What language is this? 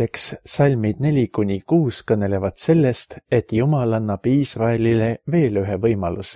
Estonian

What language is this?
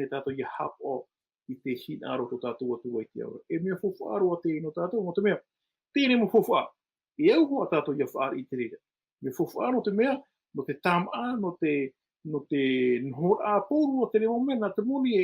Tahitian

